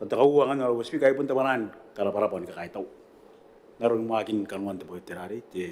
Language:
Gilbertese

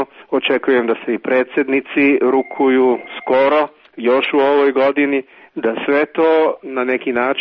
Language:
Serbian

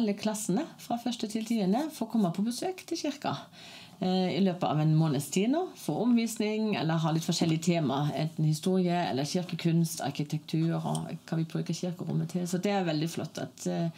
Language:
Norwegian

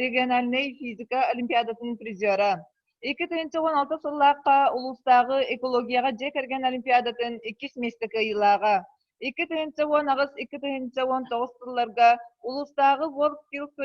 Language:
Yakut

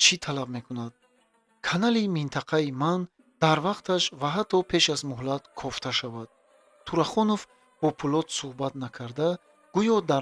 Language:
Tajik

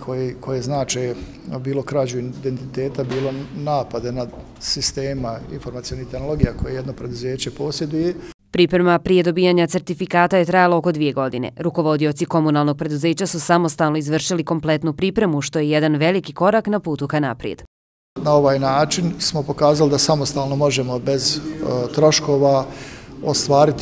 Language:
Bosnian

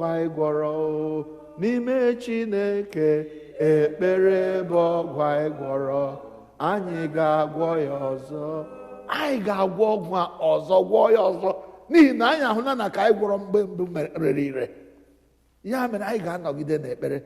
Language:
Igbo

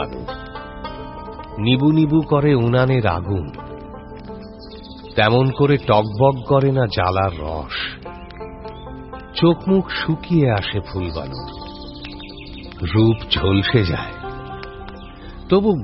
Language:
Bangla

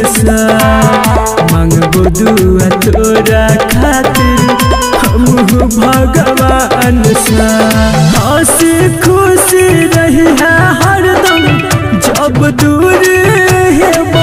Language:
Bhojpuri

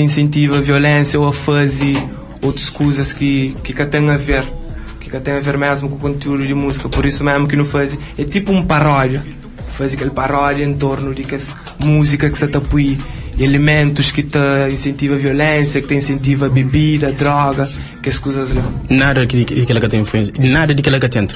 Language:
Kabuverdianu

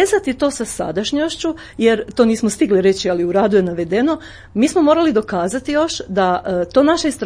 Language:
Croatian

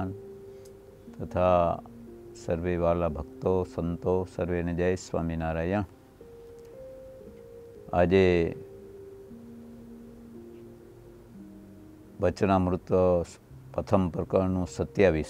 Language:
Gujarati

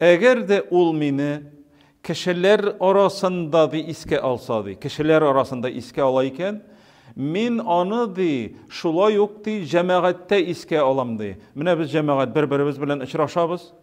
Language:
Tatar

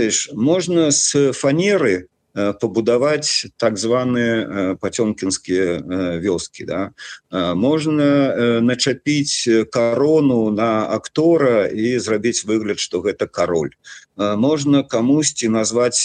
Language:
Belarusian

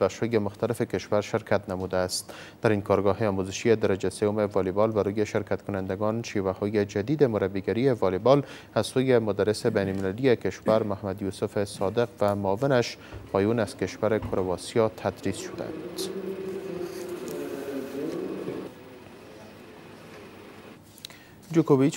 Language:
Persian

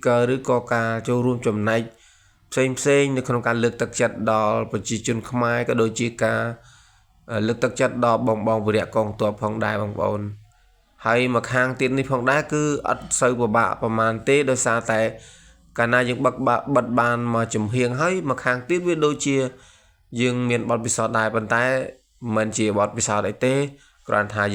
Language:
Khmer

